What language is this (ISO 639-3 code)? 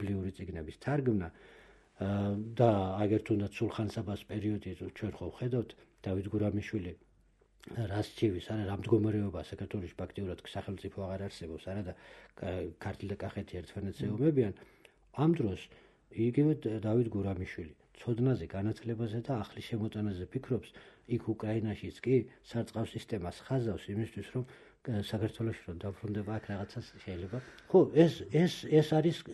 kat